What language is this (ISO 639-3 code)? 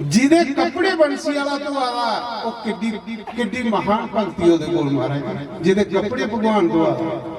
doi